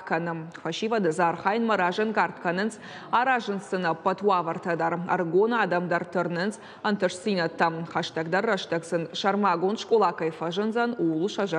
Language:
Ossetic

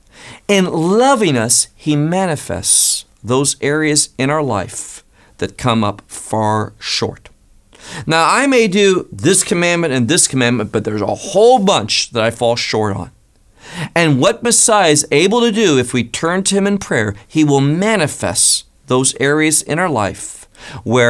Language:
English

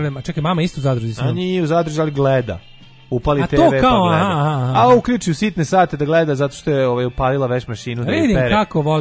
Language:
Serbian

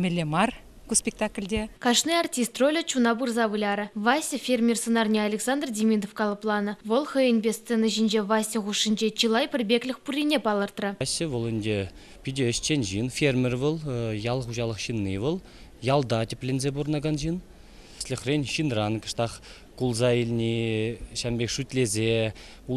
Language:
Chuvash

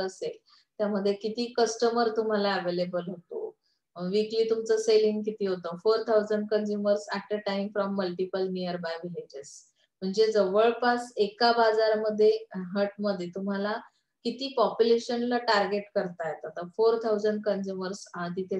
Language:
Marathi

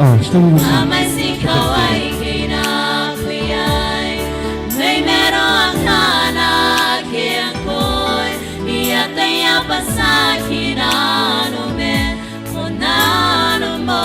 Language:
Gilbertese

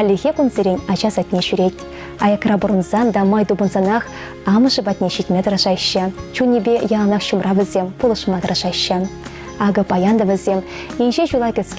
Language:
Chuvash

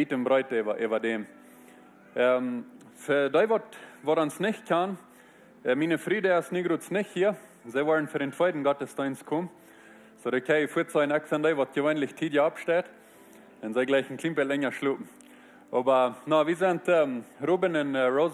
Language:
Plautdietsch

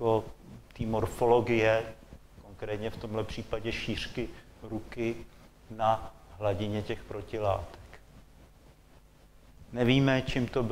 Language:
Czech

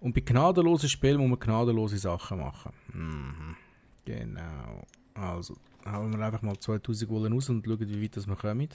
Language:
Swiss German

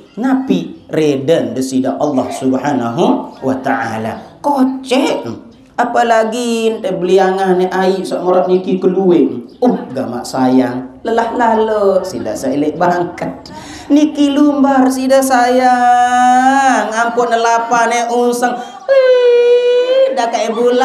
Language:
Sasak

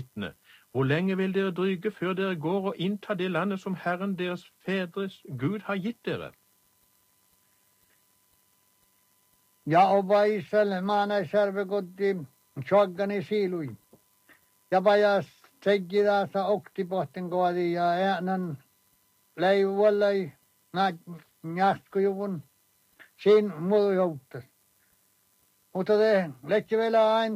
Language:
Norwegian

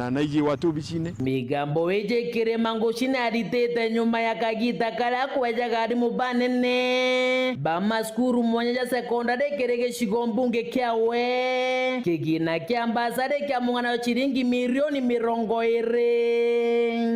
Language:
Meru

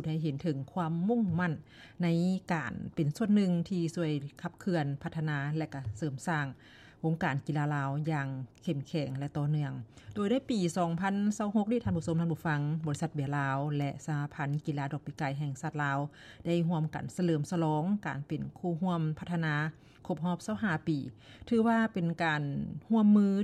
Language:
Lao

